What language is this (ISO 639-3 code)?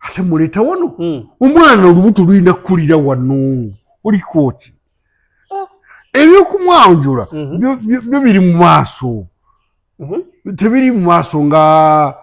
lug